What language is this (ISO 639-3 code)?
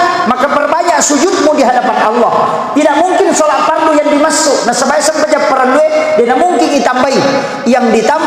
bug